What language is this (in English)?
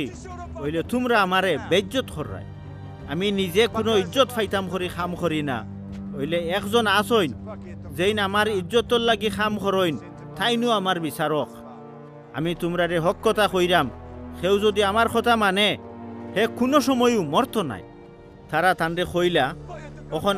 Sylheti